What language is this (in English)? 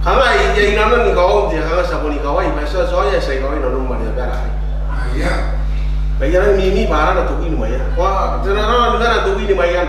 Gilbertese